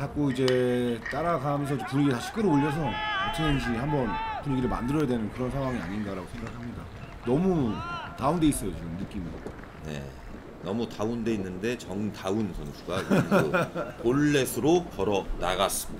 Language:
Korean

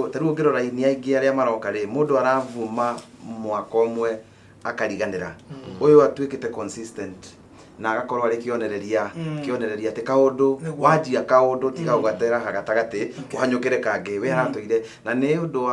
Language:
Kikuyu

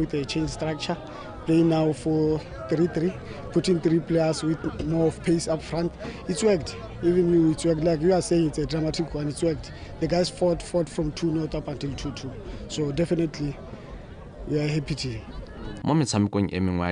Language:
Tswana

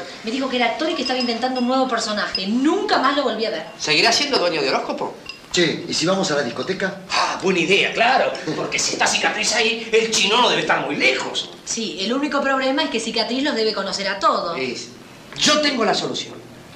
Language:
Spanish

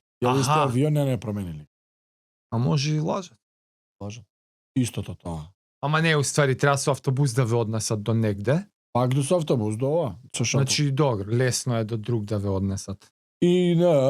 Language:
Macedonian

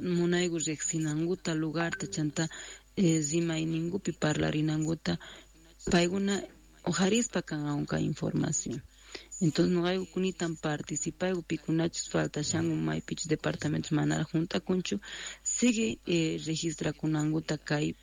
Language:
Quechua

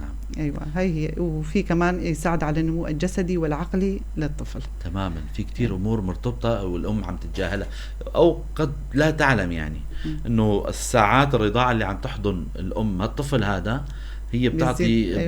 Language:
North Levantine Arabic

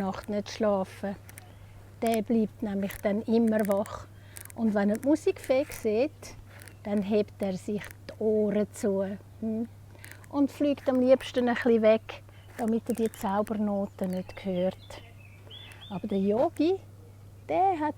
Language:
Swiss German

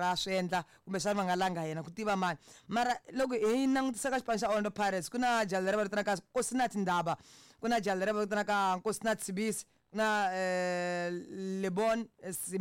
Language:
Tsonga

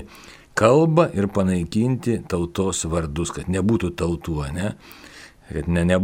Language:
Lithuanian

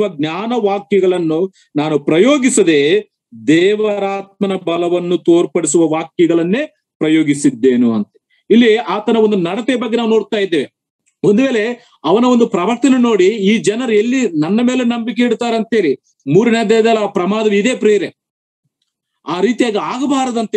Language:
Kannada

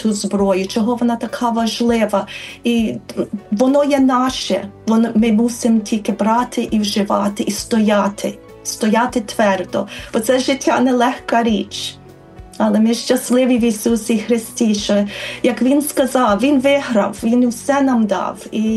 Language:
Ukrainian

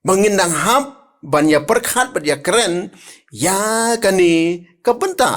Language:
Khasi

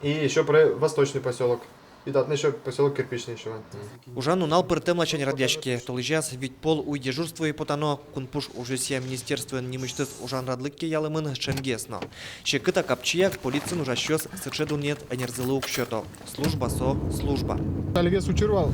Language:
Udmurt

